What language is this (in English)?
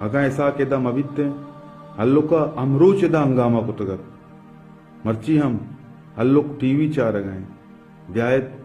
Baluchi